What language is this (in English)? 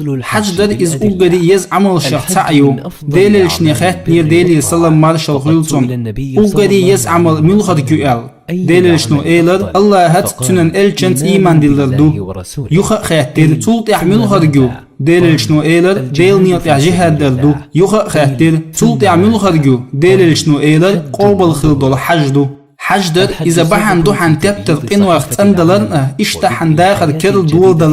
Chechen